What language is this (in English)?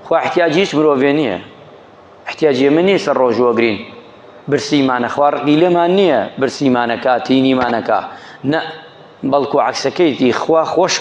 Central Kurdish